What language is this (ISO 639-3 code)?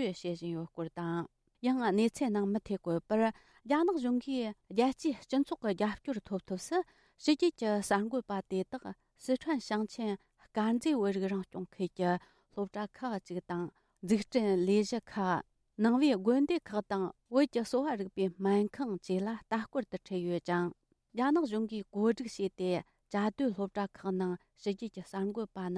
bod